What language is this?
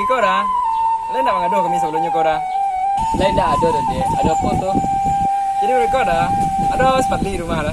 Minangkabau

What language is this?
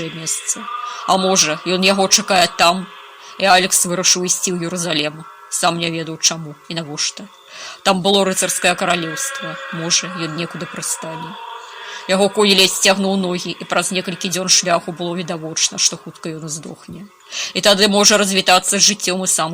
Belarusian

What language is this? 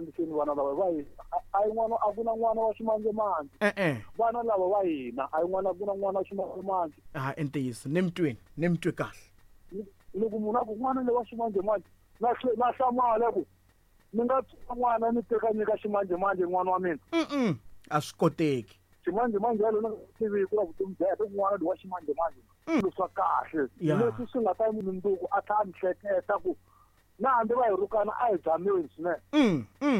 Tsonga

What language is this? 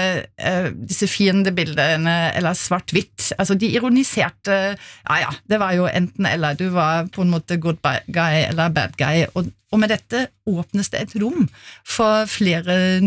Norwegian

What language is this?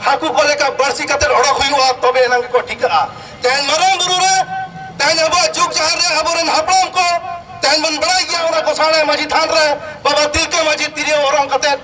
Santali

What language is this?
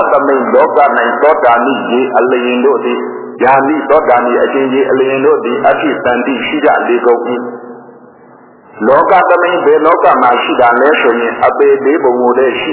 Burmese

